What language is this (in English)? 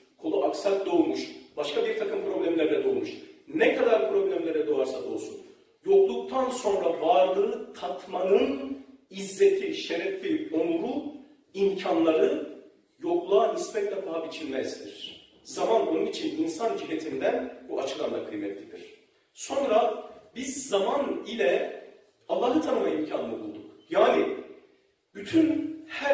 Turkish